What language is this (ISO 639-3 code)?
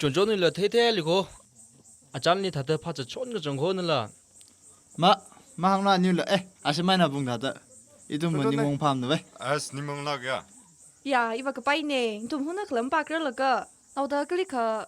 nmf